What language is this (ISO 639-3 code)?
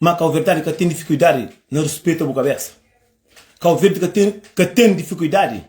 kea